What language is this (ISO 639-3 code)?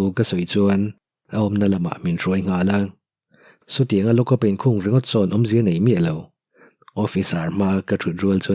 lus